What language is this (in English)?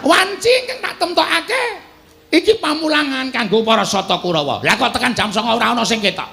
Javanese